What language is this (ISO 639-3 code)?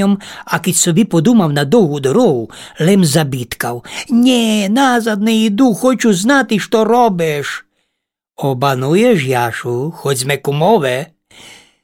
rue